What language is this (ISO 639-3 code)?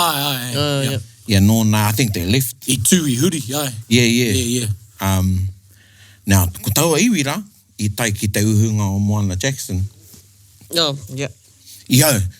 mri